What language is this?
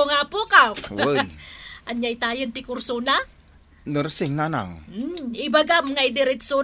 Iloko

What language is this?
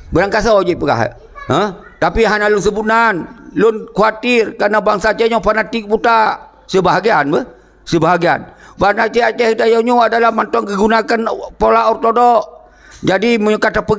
Achinese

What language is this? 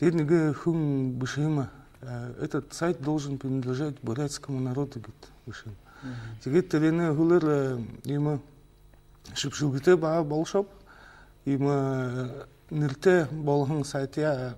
Buriat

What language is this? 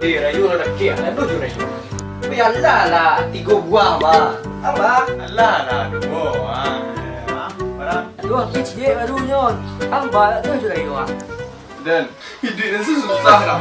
Minangkabau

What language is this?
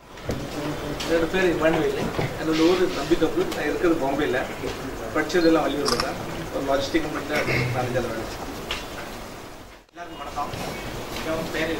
Tamil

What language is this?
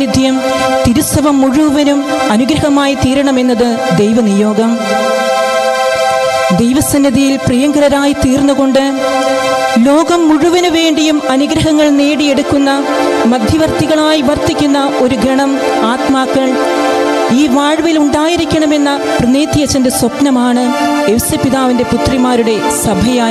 Malayalam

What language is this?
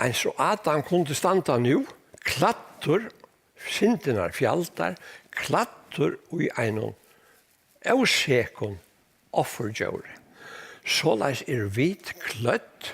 Faroese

